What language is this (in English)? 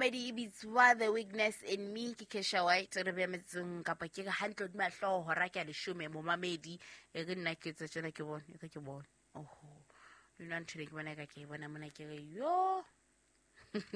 Southern Sotho